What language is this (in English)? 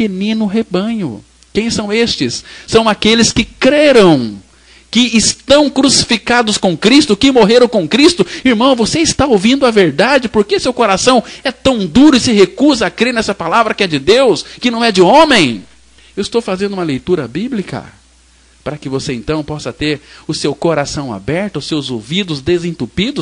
Portuguese